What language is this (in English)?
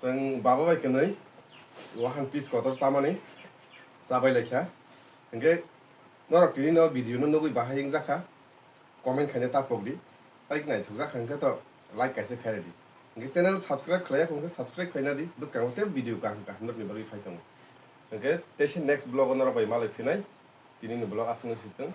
Kok Borok